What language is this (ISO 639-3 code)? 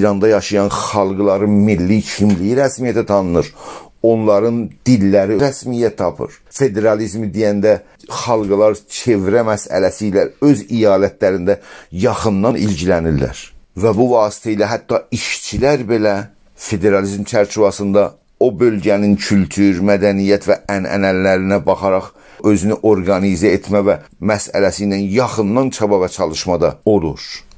azb